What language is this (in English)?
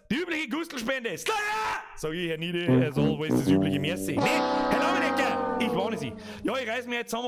Bavarian